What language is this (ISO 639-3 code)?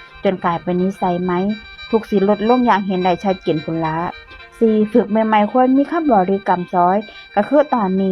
lao